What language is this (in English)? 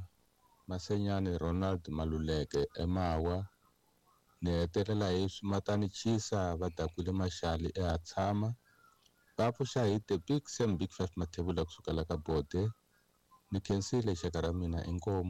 Tsonga